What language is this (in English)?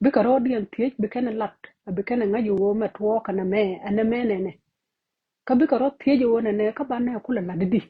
Nuer